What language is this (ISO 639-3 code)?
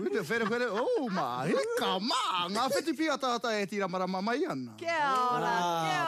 mri